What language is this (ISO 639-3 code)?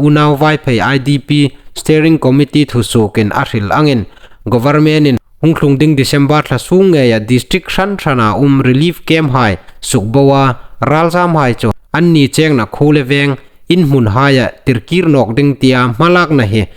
hmr